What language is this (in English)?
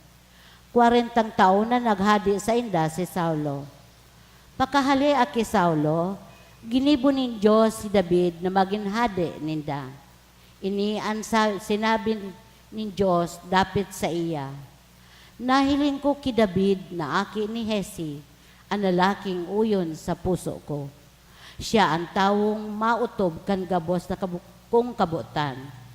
Bikol